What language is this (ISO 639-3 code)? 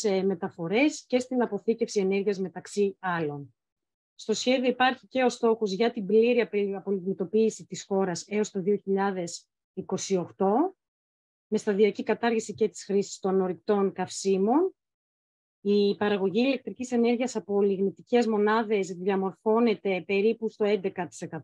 ell